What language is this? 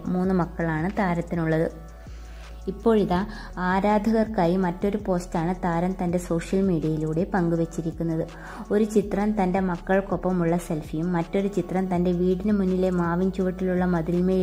Malayalam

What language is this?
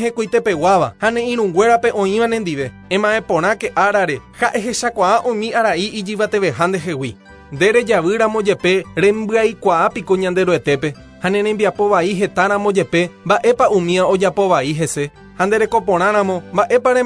Guarani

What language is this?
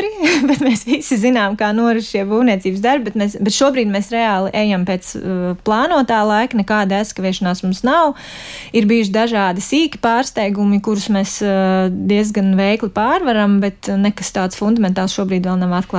Latvian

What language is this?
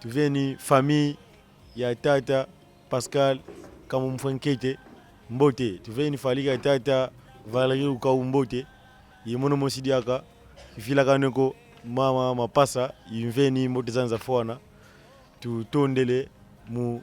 Kongo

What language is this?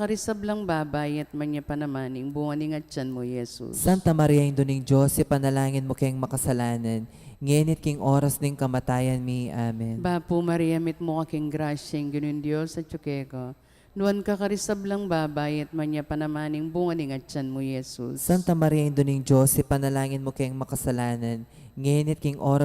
Pampanga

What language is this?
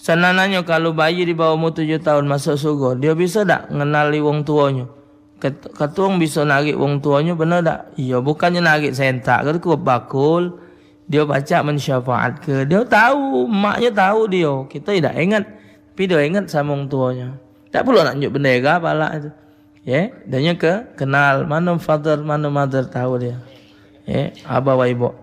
Musi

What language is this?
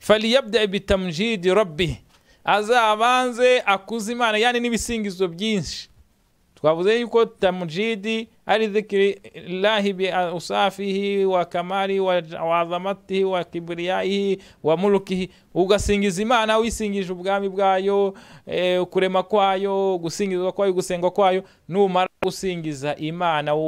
Kinyarwanda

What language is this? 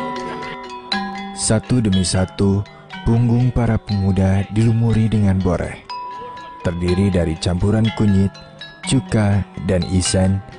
Indonesian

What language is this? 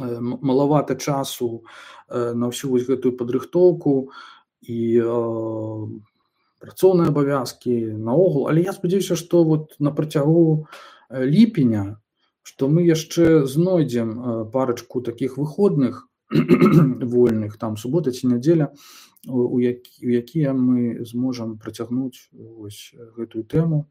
Belarusian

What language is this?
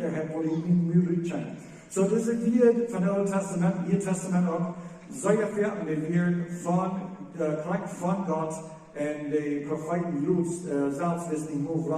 Plautdietsch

